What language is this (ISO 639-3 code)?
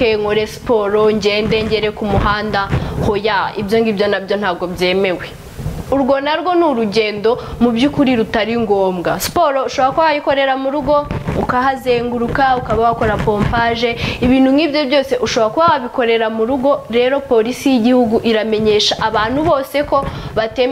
kin